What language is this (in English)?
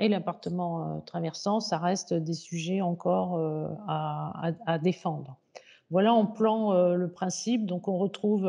French